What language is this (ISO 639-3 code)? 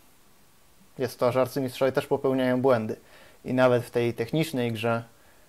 pol